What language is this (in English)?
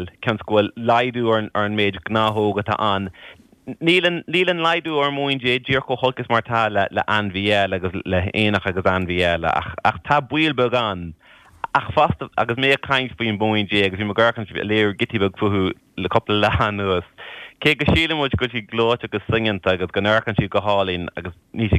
Irish